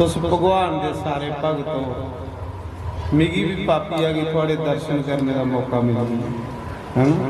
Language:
Dogri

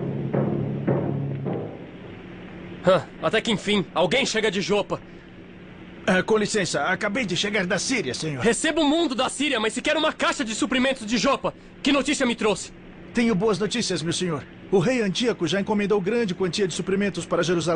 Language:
Portuguese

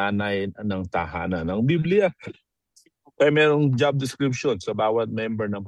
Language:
Filipino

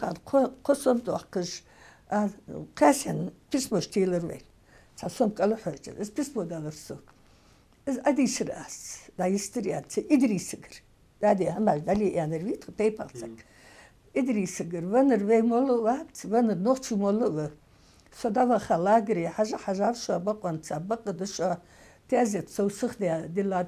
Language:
Ingush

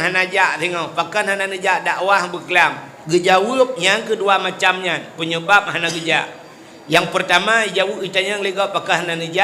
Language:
Achinese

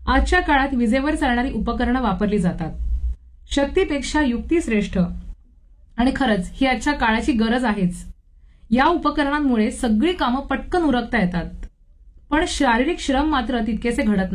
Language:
Marathi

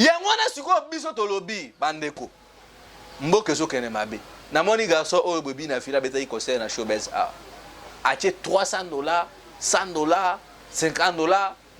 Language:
Lingala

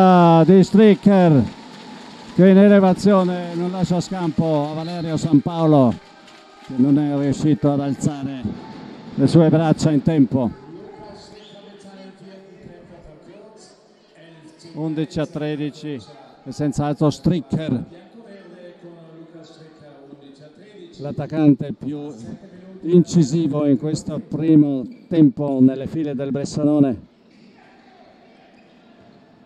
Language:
Italian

